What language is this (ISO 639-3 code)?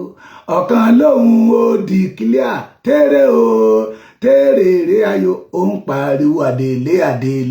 yor